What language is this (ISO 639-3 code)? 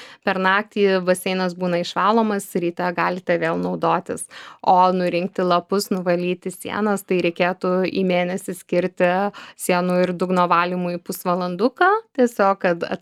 lit